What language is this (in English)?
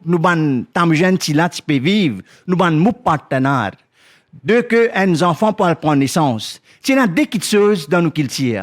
Morisyen